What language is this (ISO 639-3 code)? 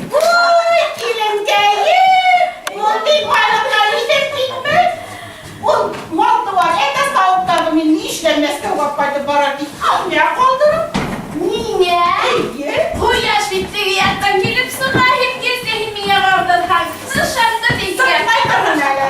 bak